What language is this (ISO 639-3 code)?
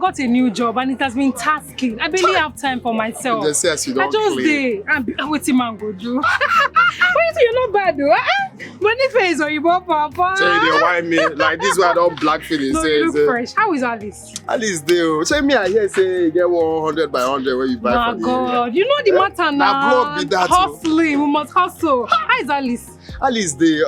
pcm